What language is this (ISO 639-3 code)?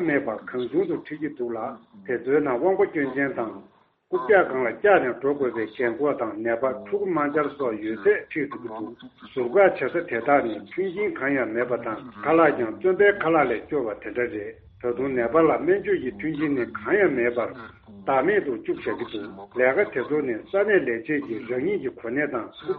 bod